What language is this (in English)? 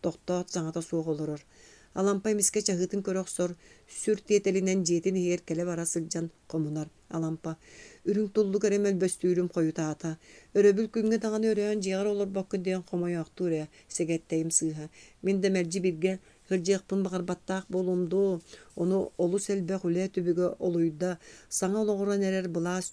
Yakut